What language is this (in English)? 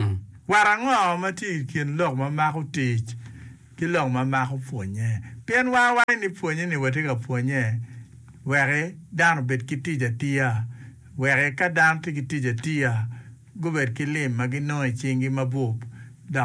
Acoli